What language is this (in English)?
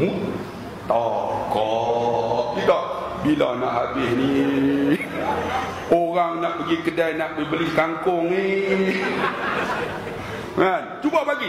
Malay